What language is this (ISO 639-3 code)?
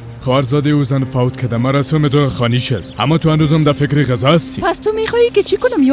fas